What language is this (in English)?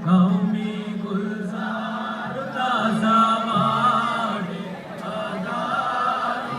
Divehi